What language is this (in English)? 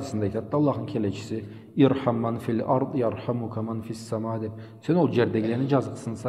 Karachay-Balkar